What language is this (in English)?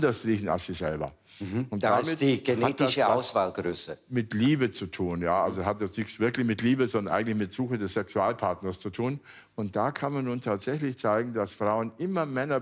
Swiss German